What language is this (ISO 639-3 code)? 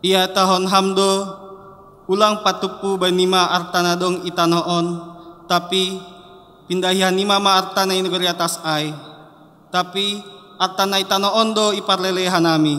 bts